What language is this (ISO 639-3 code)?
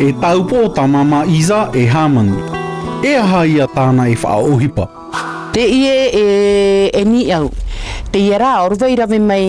tah